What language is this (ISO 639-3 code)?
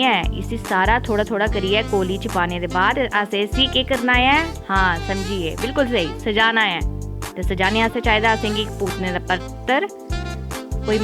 doi